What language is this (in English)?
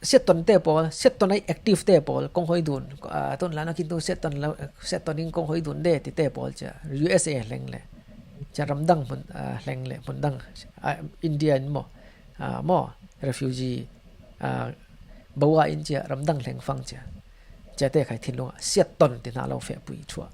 Falam Chin